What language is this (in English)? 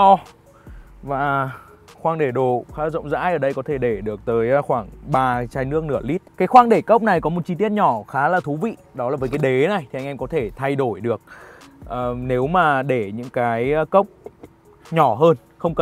Vietnamese